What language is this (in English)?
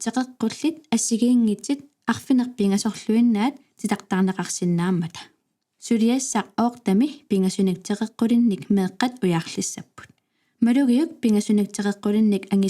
Kalaallisut